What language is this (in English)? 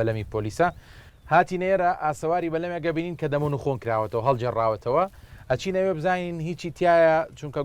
Central Kurdish